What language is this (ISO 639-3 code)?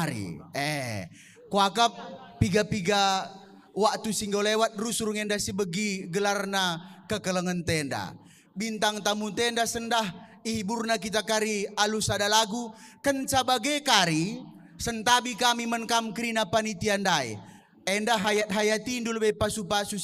btx